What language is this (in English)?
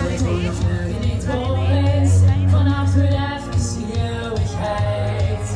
Limburgish